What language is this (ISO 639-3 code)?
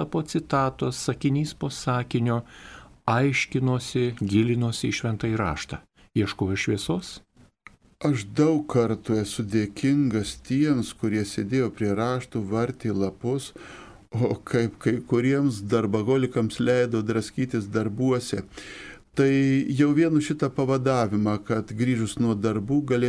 lit